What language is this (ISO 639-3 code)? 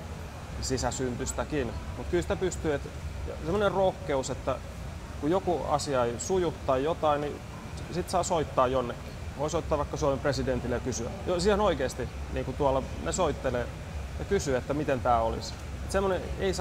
fin